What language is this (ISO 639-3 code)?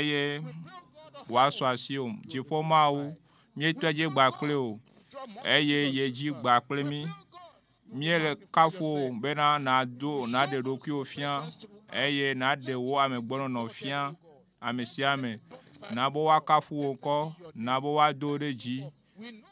ewe